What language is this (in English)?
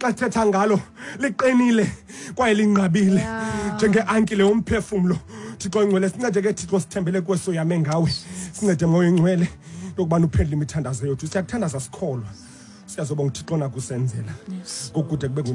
Xhosa